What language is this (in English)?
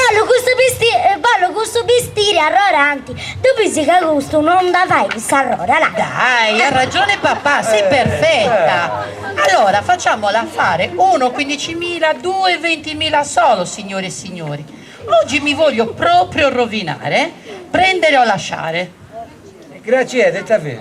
Sardinian